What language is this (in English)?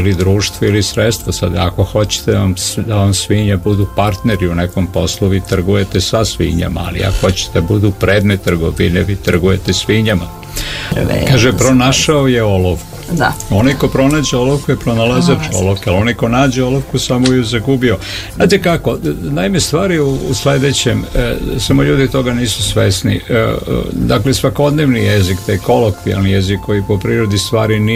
Serbian